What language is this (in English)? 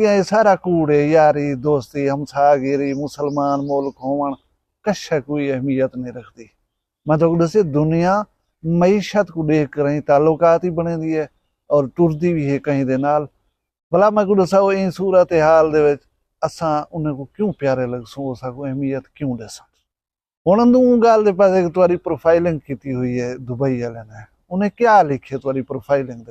Saraiki